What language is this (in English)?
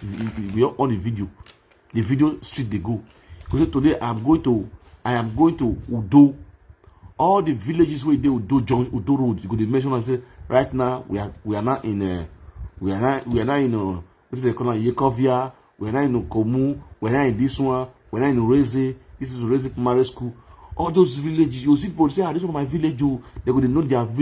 Nigerian Pidgin